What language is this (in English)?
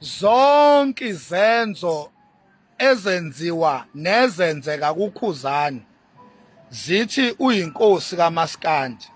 Zulu